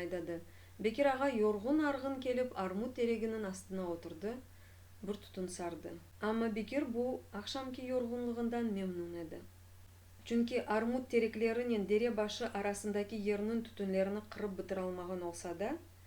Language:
Crimean Tatar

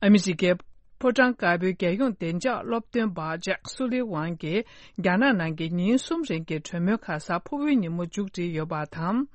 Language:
Tibetan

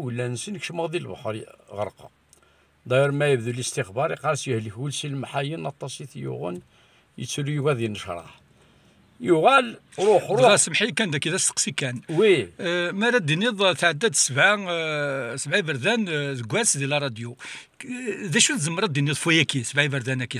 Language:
Kabyle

